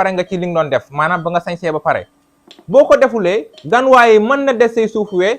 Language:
Wolof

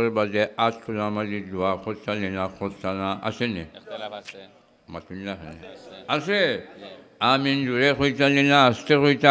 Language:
Sylheti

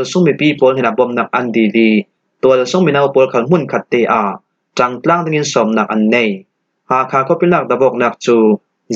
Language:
Falam Chin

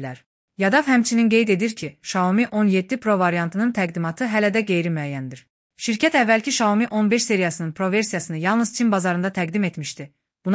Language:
Azerbaijani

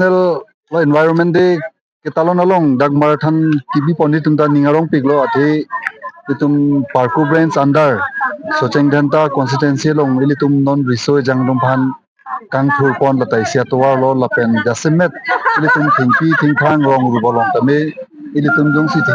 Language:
Karbi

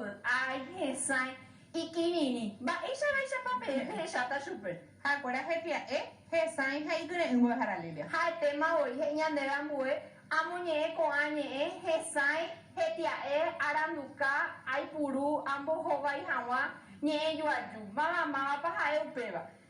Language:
Guarani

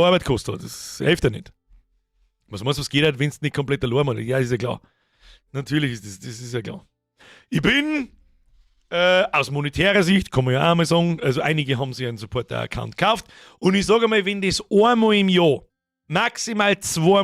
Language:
Bavarian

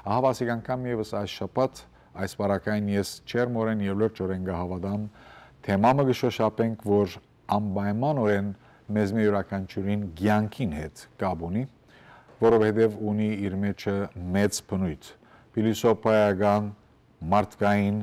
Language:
Western Armenian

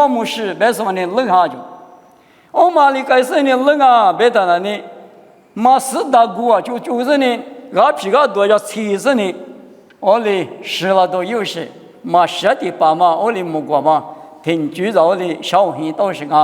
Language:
Lisu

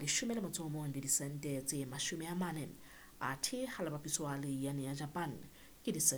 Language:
Southern Sotho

